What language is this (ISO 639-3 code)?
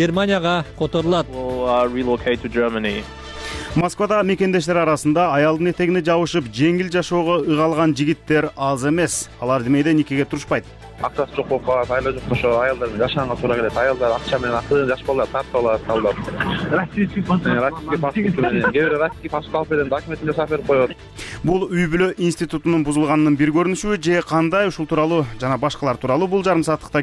kir